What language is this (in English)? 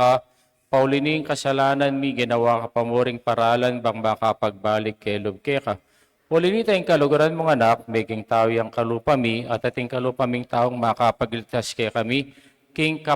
Pampanga